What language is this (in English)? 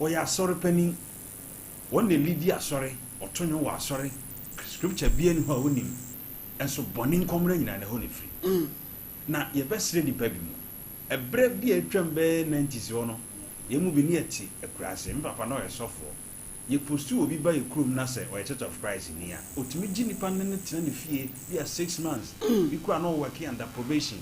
Akan